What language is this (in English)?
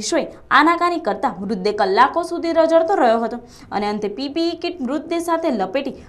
Gujarati